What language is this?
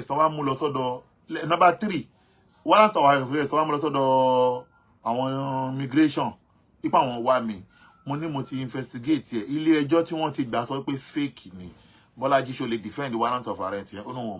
Yoruba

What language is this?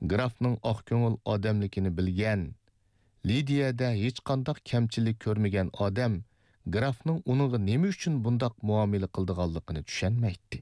Uyghur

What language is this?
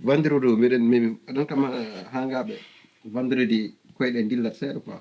Fula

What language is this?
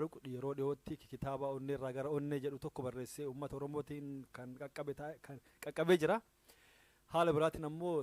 Oromo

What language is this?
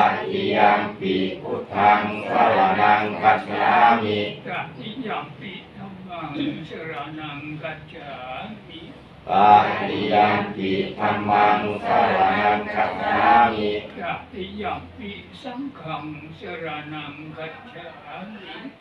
Pali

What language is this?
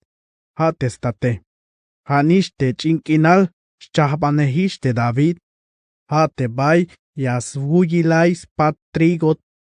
Tzeltal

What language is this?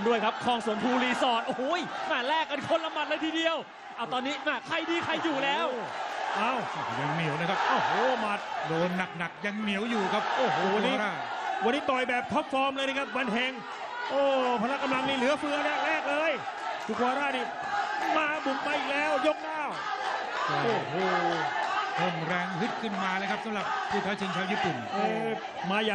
Thai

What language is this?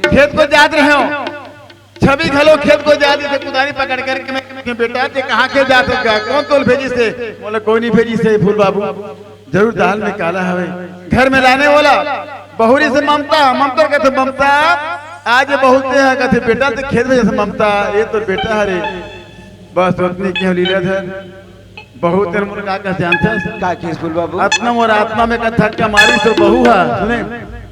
Chhattisgarhi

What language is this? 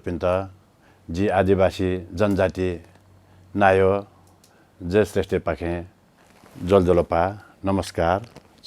Newari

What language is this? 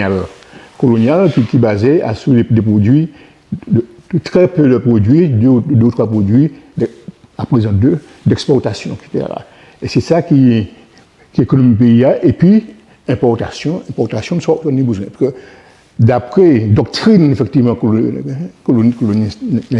Guadeloupean Creole French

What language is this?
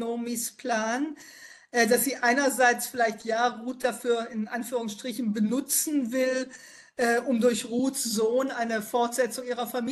German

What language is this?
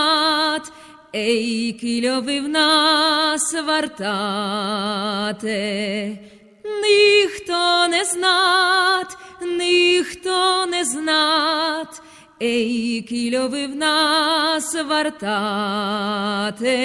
Rusyn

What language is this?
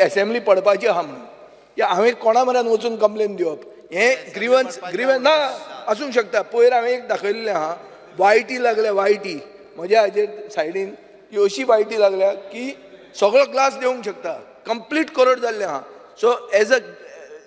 Konkani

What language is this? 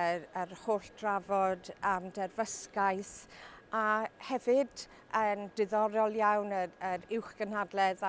Welsh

